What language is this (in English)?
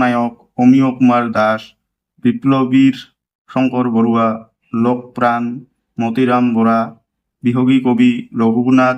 Assamese